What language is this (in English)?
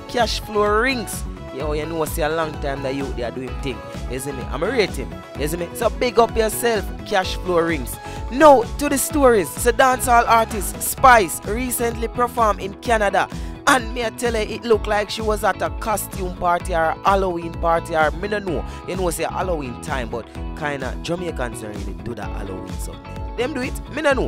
Jamaican Creole English